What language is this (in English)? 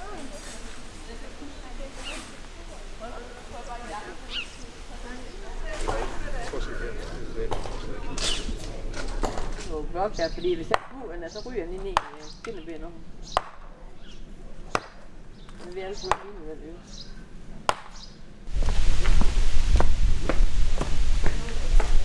Danish